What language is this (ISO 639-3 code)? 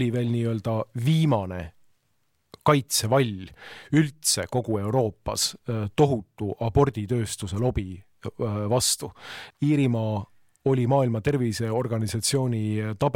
est